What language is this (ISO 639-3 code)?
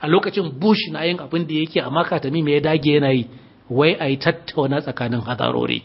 hau